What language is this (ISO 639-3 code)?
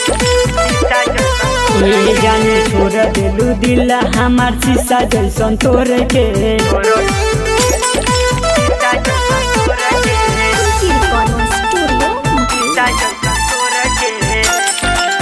bho